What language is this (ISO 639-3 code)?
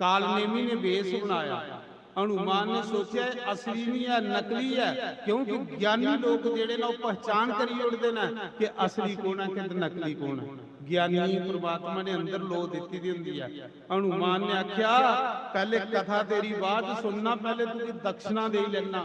doi